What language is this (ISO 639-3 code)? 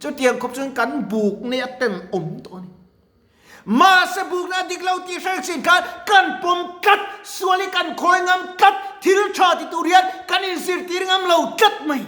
lus